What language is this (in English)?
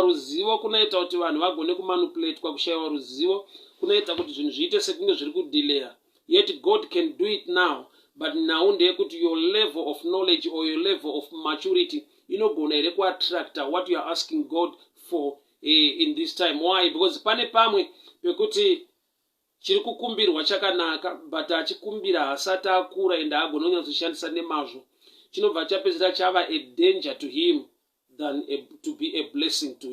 Shona